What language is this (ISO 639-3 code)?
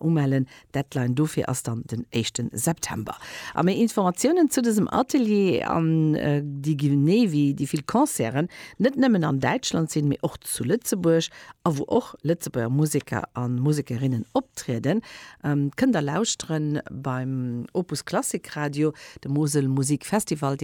ltz